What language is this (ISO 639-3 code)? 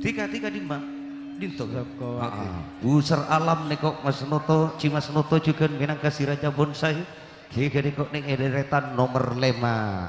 mad